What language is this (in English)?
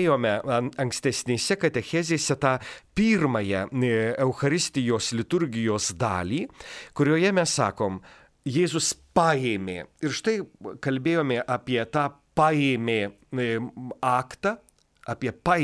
Lithuanian